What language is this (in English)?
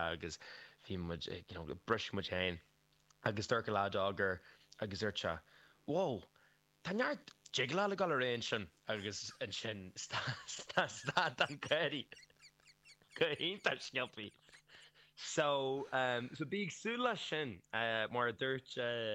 Irish